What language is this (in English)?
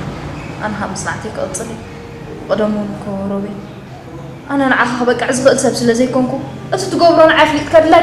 Tigrinya